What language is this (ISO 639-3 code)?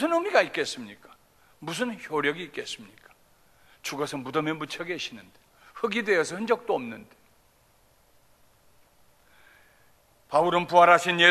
kor